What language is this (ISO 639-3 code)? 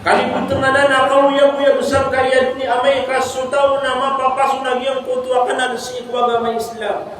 mrw